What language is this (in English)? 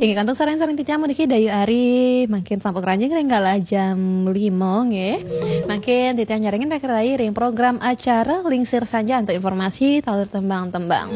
Balinese